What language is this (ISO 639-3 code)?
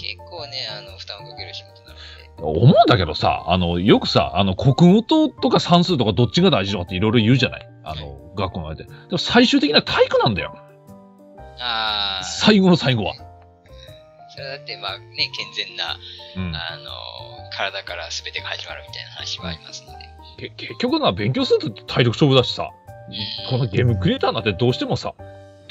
jpn